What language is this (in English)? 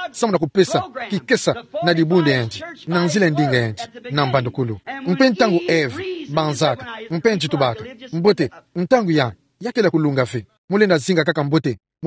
Kituba (Democratic Republic of Congo)